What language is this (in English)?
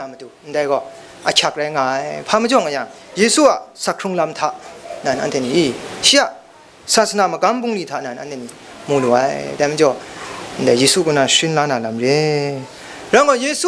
Kachin